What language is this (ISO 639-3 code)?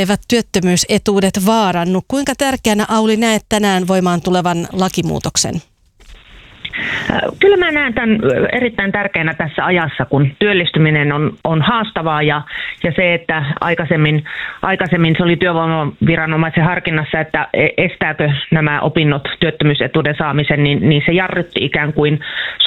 fin